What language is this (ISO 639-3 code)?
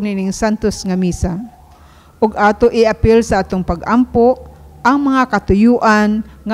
ceb